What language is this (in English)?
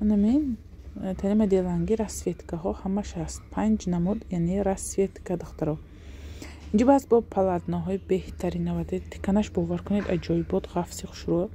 Tajik